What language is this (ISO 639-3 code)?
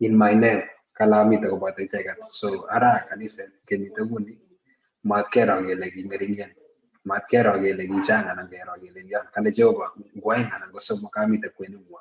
kln